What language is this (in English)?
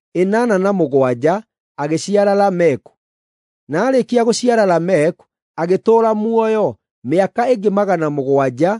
Kikuyu